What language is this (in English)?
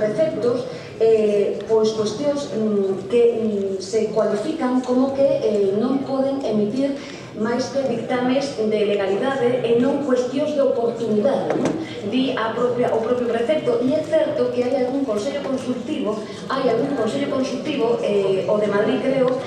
Galician